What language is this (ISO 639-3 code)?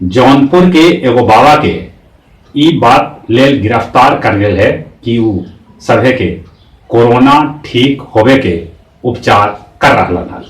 mag